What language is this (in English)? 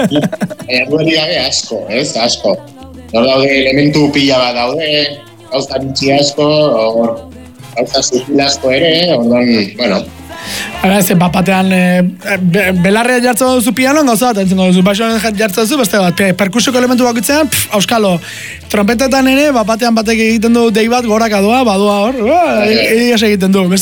Basque